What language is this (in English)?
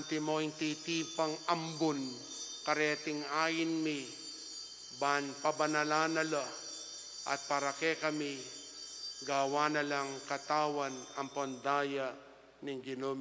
Pampanga